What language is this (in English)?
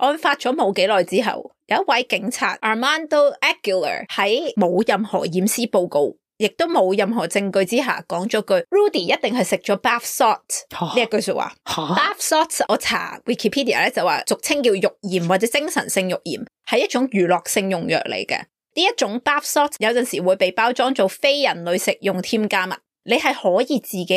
Cantonese